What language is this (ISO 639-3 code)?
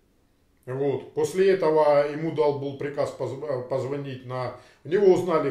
rus